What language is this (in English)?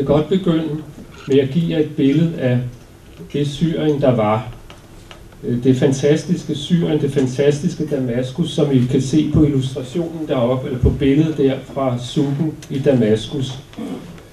Danish